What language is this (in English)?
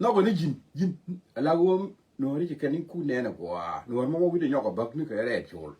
Nuer